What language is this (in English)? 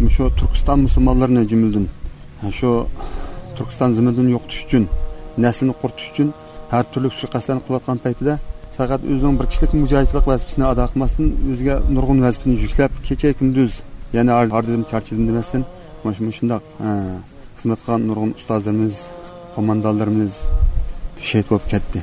Uyghur